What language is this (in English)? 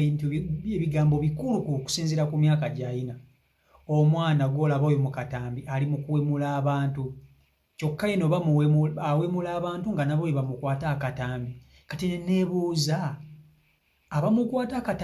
Ganda